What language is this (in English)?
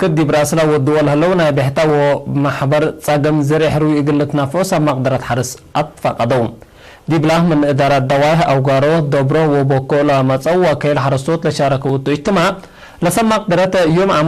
Tigre